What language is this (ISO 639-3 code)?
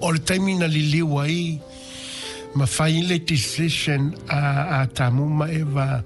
smo